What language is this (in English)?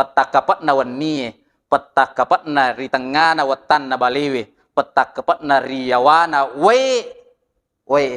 Buginese